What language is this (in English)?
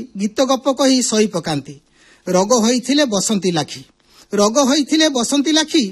Odia